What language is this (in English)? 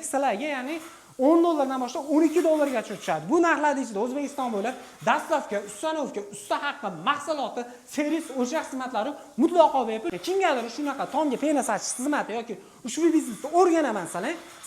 Uzbek